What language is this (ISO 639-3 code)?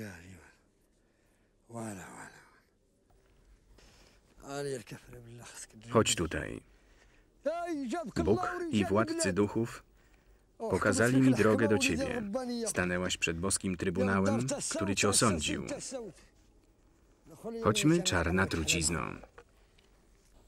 pol